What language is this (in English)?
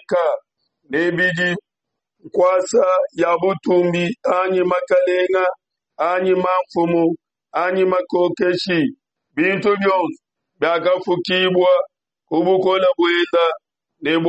Luba-Lulua